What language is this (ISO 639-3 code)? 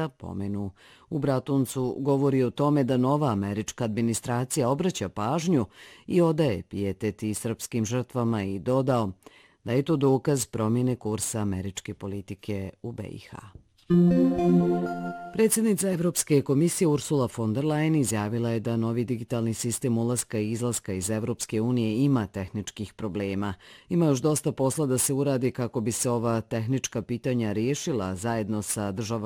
bos